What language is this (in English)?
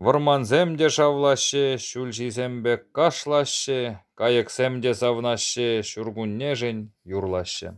Chuvash